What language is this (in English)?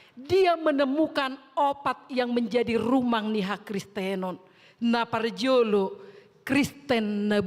Batak Toba